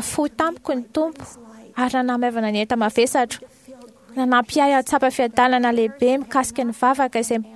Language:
Malagasy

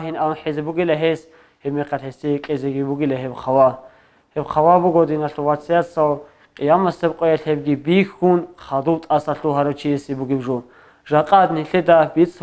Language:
Avaric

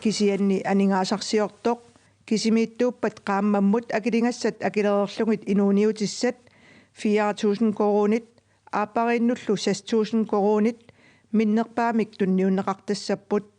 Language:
Kalaallisut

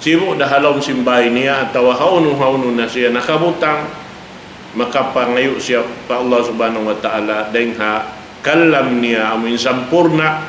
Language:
Tausug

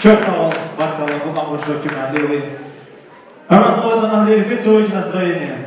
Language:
Tabassaran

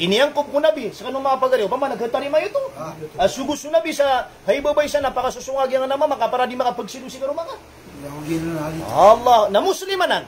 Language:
Maranao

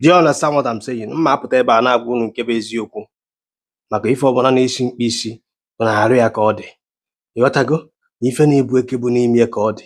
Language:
Igbo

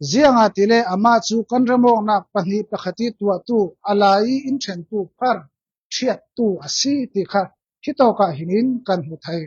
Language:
Falam Chin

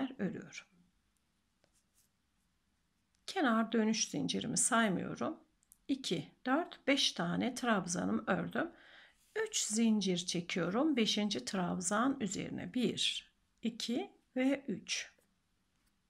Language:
Turkish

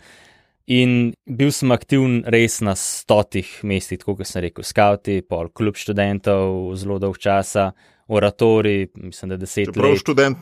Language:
Slovenian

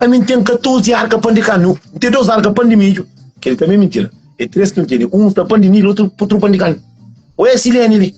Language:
Kabuverdianu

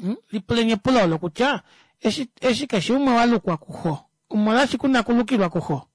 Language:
Kuanyama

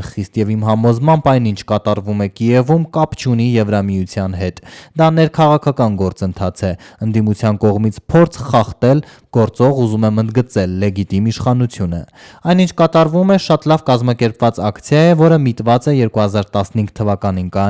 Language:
Armenian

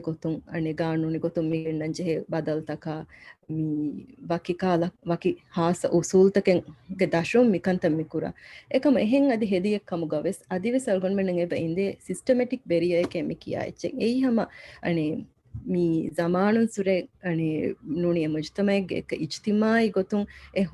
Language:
Divehi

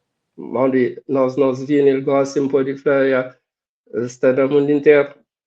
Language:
Kabuverdianu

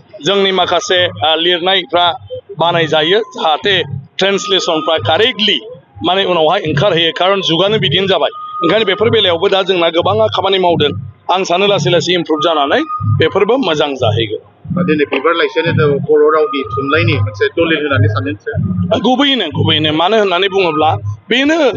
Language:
Bodo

